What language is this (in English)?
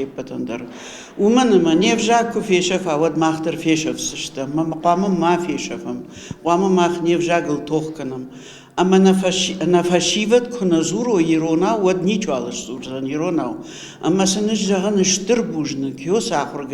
Ossetic